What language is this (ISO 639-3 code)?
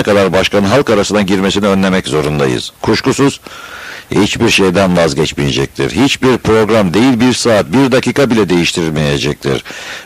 tur